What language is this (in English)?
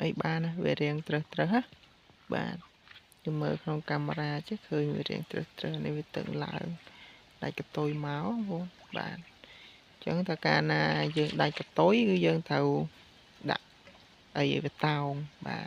Khmer